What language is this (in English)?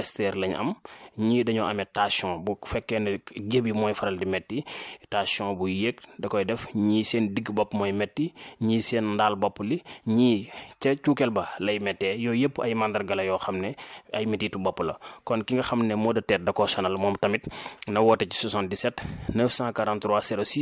Wolof